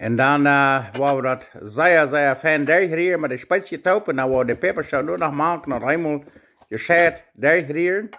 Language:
Plautdietsch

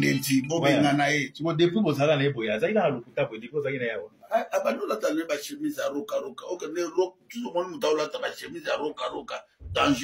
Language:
Lingala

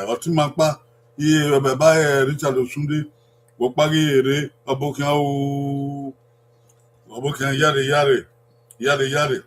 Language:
Bini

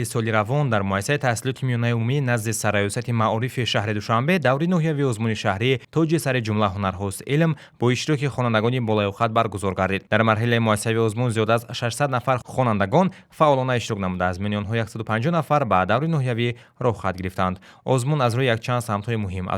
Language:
Tajik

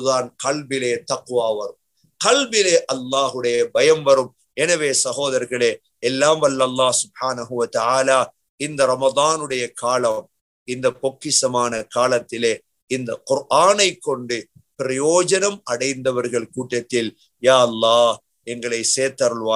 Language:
Tamil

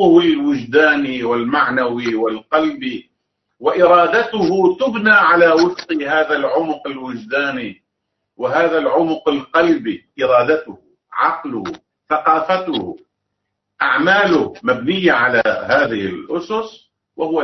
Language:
Arabic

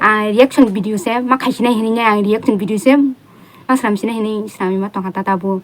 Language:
Kok Borok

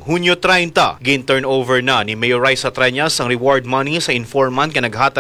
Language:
Hiligaynon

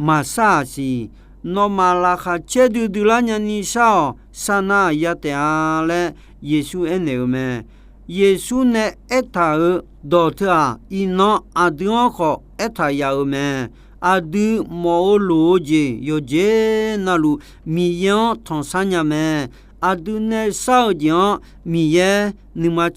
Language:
Akha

